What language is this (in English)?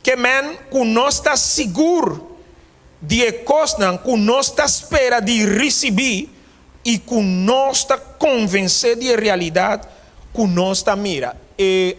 Papiamento